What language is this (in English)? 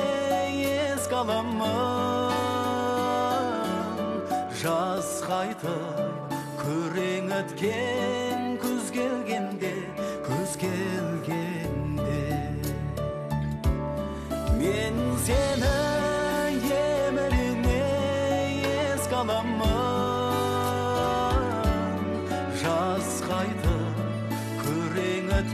Kazakh